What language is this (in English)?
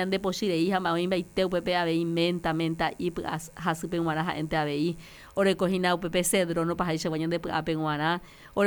Guarani